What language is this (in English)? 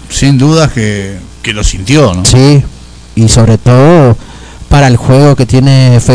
Spanish